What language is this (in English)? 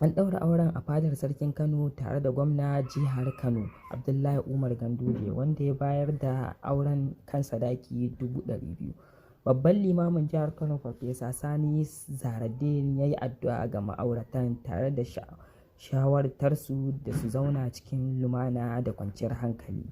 Hausa